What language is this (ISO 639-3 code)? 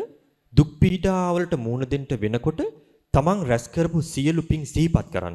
sin